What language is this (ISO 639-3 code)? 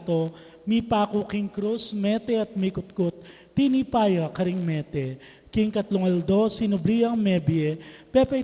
pam